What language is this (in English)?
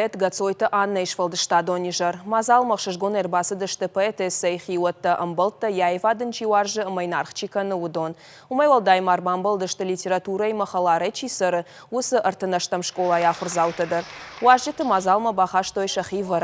Ossetic